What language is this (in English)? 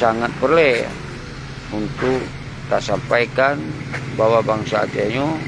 Achinese